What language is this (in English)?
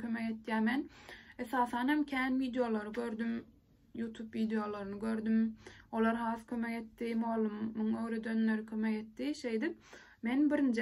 Turkmen